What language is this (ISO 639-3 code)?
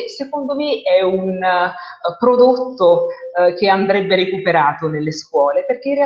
ita